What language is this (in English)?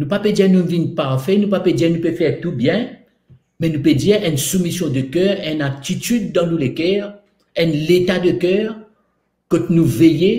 Morisyen